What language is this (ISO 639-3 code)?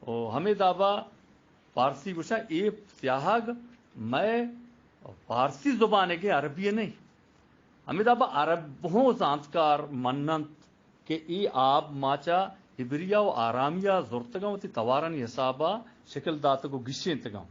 bgp